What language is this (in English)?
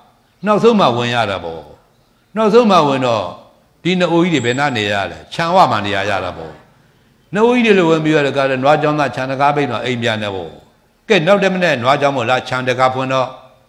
Burmese